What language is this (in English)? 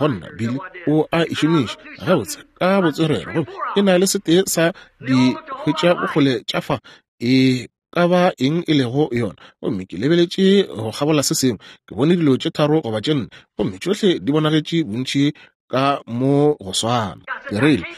Northern Sotho